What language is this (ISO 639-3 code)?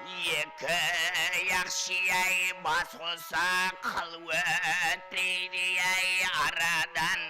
kaa